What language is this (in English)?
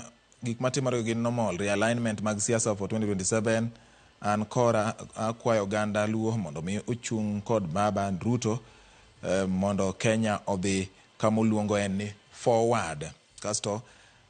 Luo (Kenya and Tanzania)